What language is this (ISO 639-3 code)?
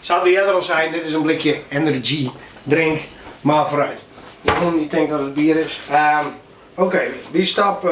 fry